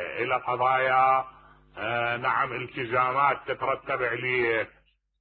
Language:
Mesopotamian Arabic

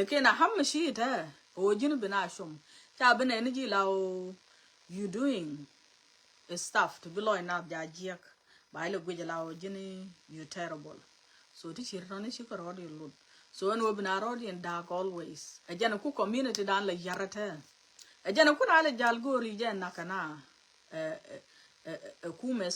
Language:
Nuer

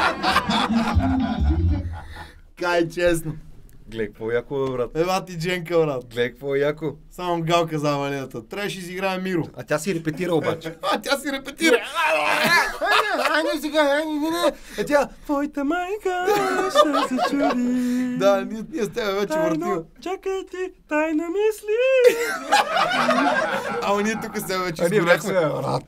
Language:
Bulgarian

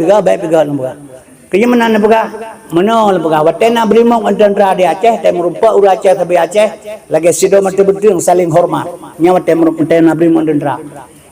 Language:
Achinese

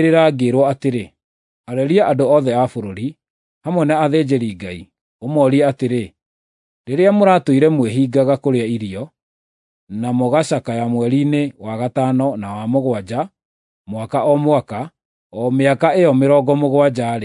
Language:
Kikuyu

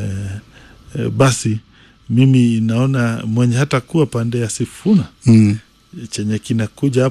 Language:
Swahili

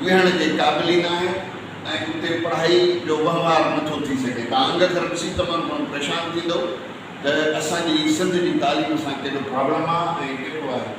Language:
Sindhi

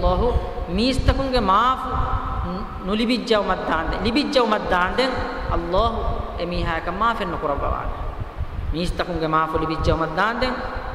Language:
Divehi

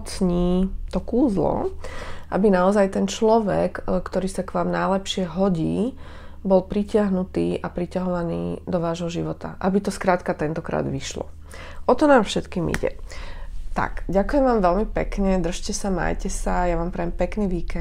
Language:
Slovak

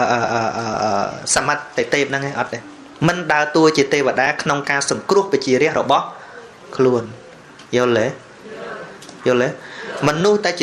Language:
Khmer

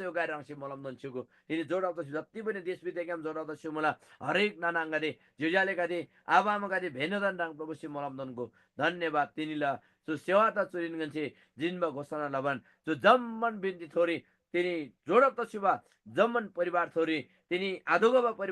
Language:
Eastern Tamang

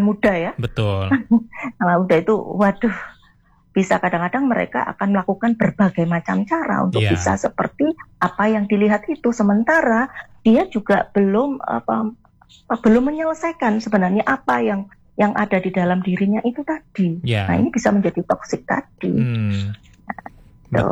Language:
Indonesian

